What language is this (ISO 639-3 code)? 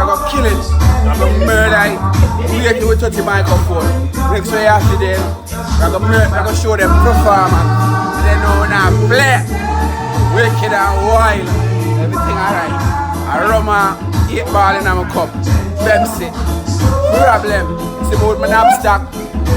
jam